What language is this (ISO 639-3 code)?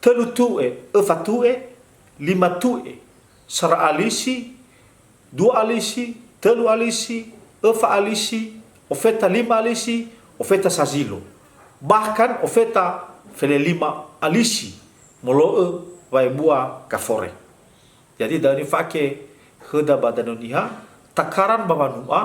nia